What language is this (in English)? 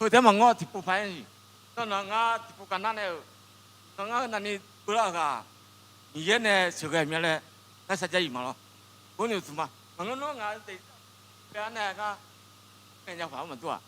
Akha